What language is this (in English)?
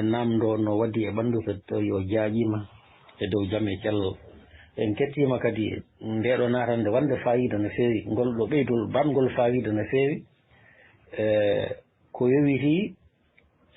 Fula